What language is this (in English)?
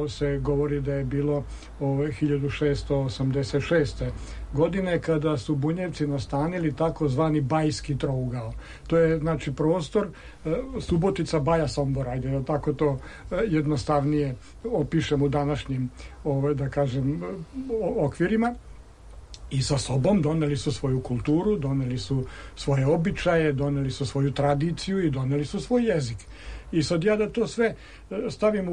Serbian